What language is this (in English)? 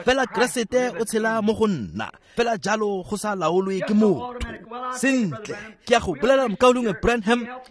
Tswana